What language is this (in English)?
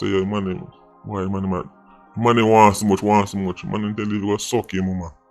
Jamaican Creole English